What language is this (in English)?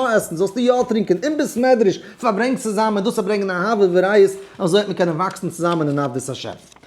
Yiddish